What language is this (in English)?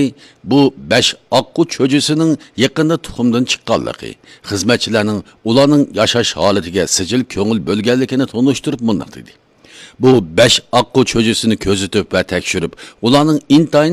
Uyghur